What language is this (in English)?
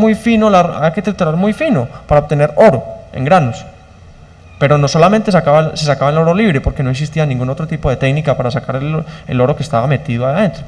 Spanish